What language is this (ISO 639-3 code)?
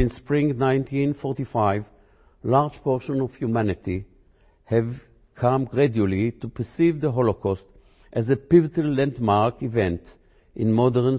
eng